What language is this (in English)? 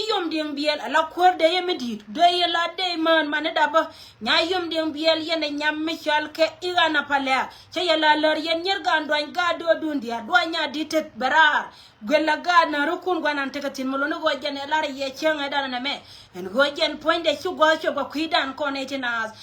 Nuer